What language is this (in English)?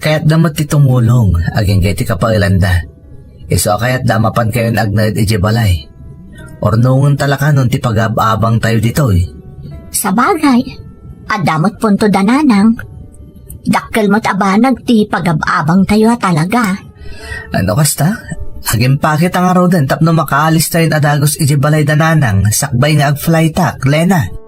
Iloko